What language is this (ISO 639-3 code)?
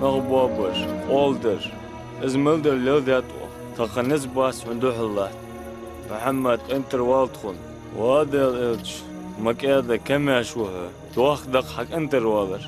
inh